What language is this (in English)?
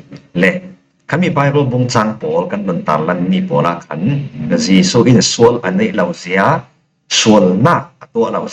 Falam Chin